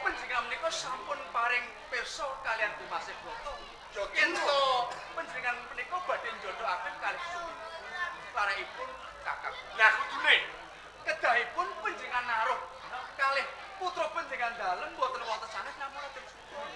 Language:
Javanese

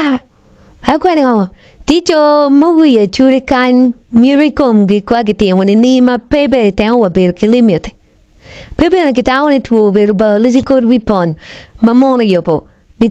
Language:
Acoli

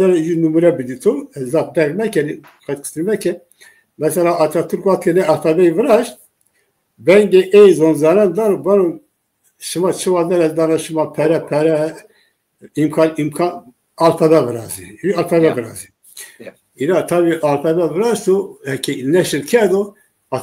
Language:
Zaza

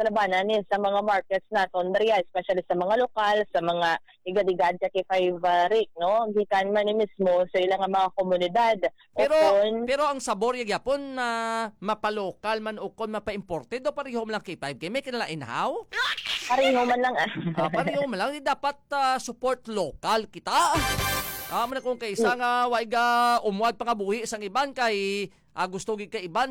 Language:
Hiligaynon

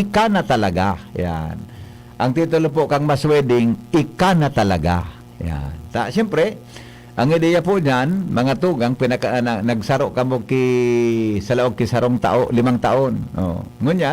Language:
Bikol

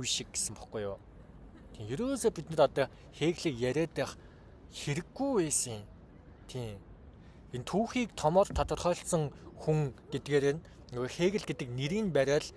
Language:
Mongolian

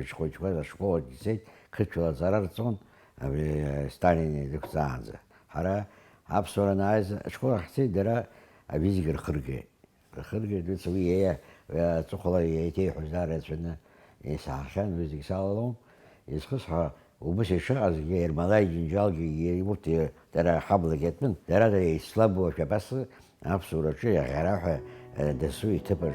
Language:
Abkhazian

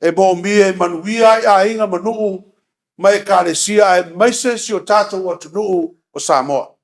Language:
Samoan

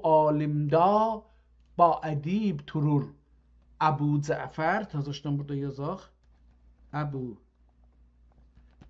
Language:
South Azerbaijani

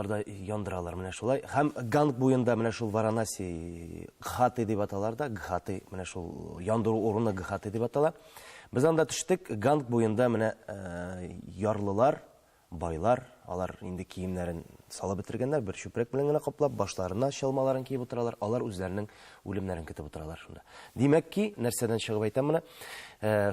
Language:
Tatar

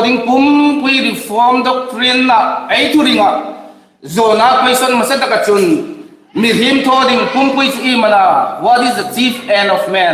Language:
Hmar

